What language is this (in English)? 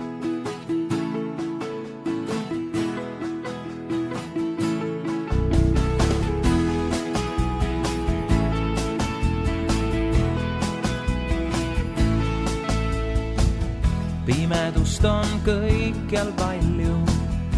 Estonian